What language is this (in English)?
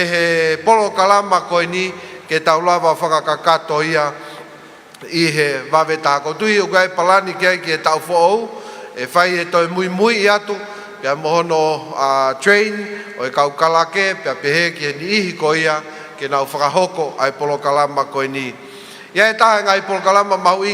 Tongan